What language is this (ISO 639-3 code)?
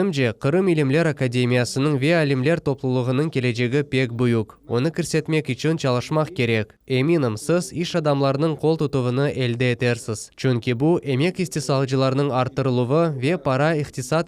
crh